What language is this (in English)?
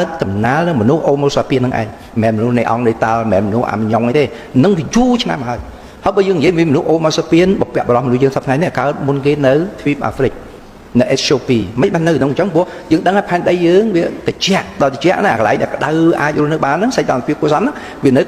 Khmer